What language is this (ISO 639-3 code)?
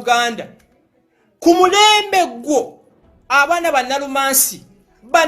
lug